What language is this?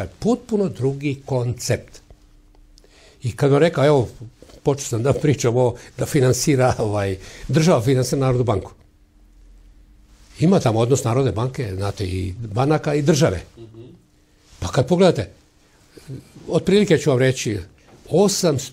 Serbian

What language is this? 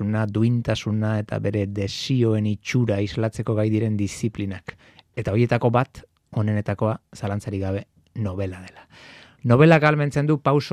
Basque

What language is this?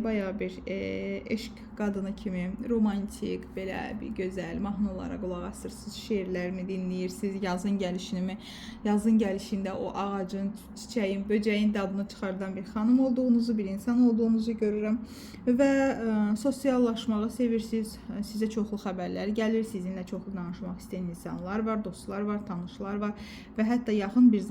Azerbaijani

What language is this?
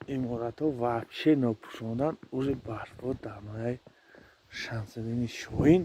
Tajik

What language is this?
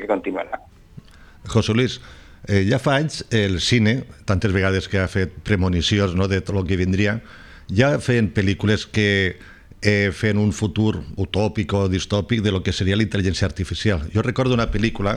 Catalan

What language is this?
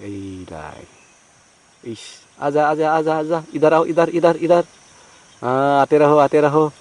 Bodo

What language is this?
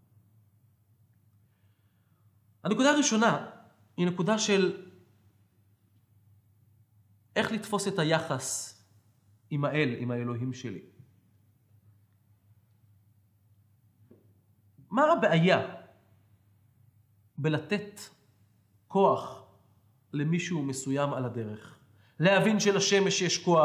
Hebrew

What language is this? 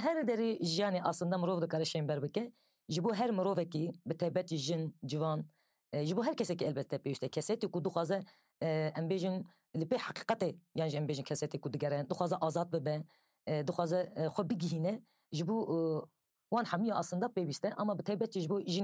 Kurdish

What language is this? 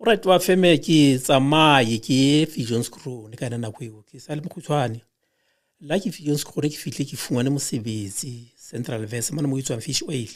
Southern Sotho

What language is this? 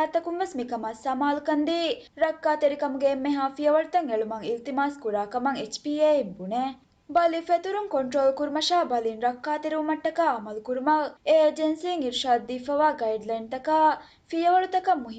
Divehi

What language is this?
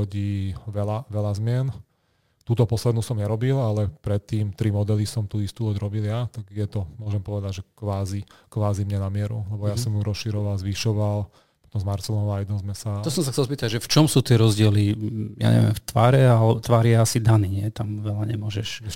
Slovak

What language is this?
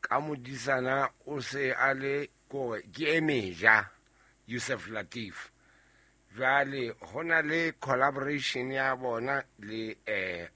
Southern Sotho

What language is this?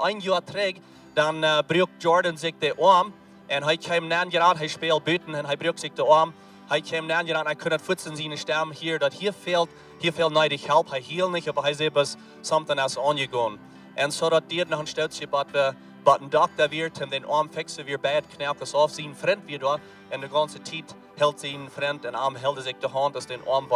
Plautdietsch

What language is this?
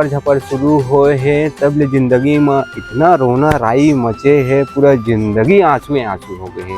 Chhattisgarhi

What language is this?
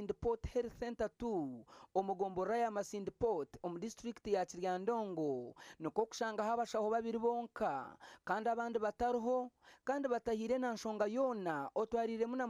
Nyankole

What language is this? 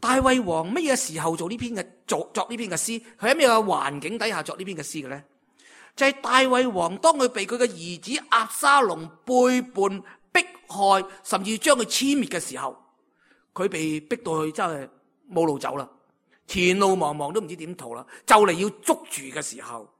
Cantonese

